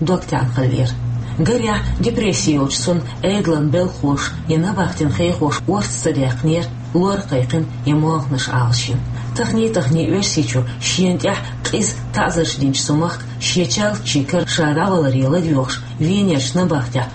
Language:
Chechen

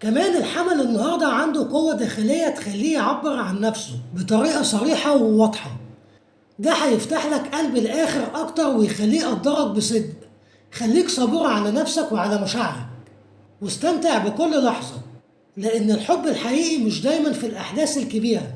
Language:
Egyptian Arabic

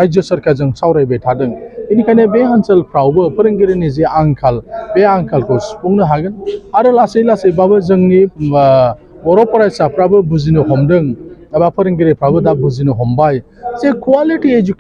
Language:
Bodo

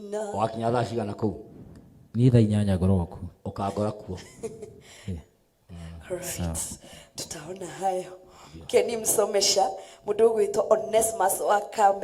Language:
Kikuyu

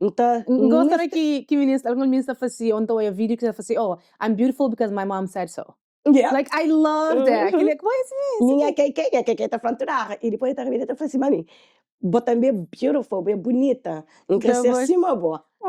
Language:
Kabuverdianu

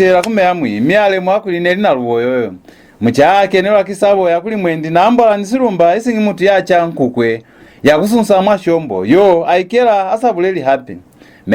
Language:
Lozi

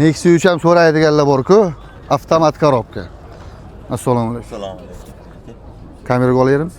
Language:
Uzbek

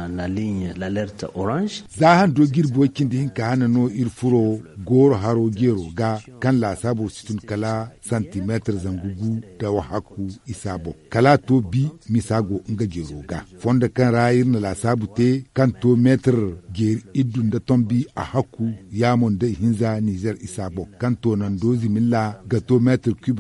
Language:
Zarma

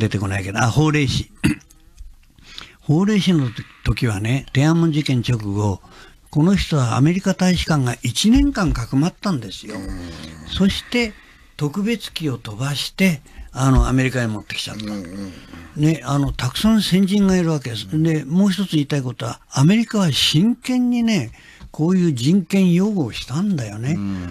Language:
Japanese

